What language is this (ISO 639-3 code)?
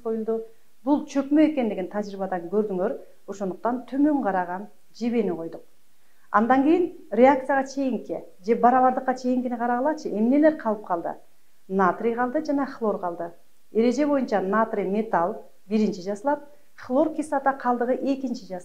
kir